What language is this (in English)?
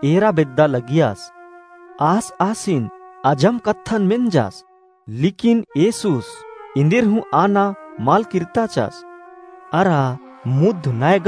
Kurukh